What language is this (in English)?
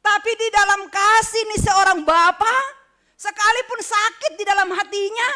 Batak Simalungun